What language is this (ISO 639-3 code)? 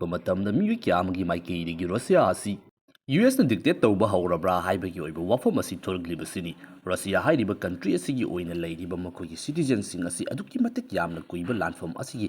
mni